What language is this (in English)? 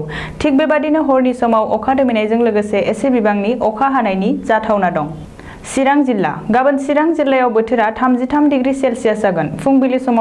Bodo